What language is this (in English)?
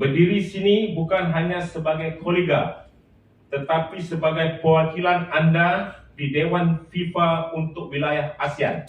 Tetum